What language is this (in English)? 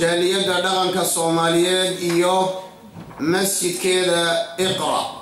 Somali